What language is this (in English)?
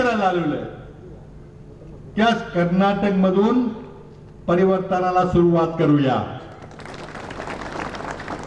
Marathi